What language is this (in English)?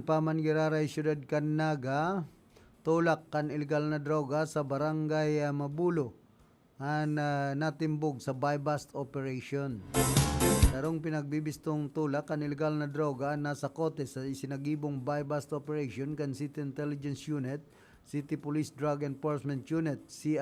Bikol